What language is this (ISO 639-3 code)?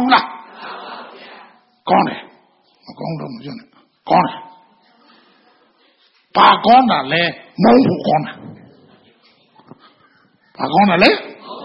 mya